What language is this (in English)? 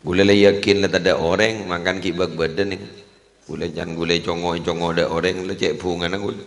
Madurese